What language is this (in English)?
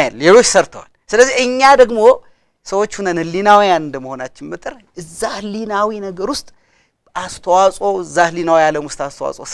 Amharic